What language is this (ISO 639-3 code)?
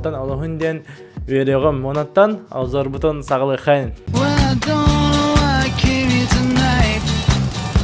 sah